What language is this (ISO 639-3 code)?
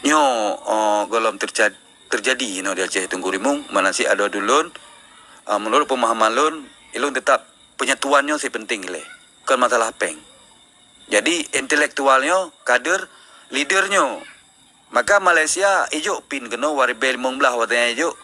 ace